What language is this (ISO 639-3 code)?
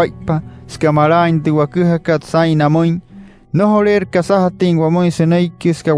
guc